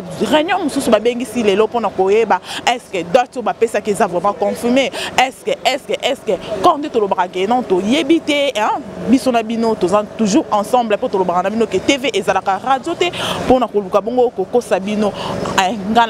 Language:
Lingala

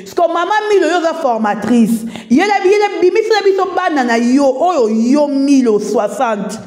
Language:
Lingala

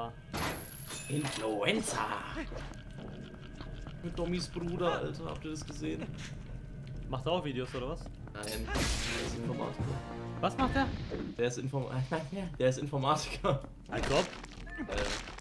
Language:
German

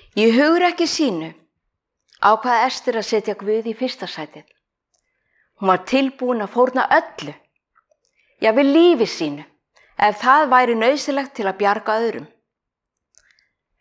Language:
Icelandic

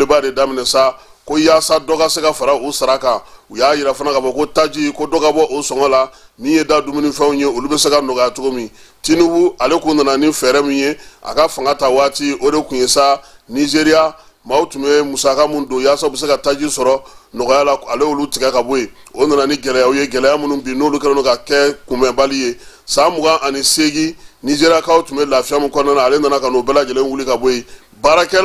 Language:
Bambara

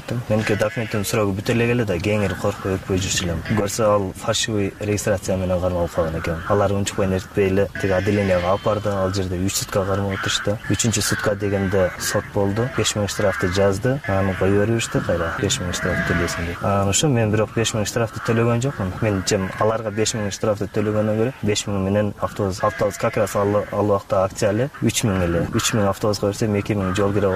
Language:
Kyrgyz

